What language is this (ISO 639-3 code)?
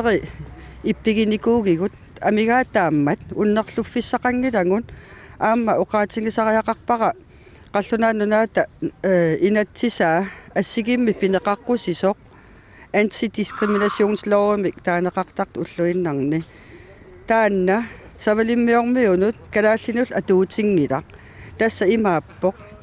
kal